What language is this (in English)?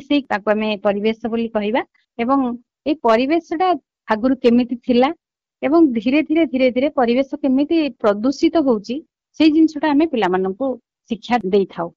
Odia